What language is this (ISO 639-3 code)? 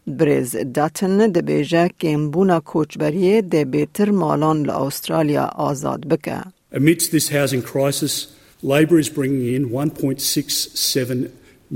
kur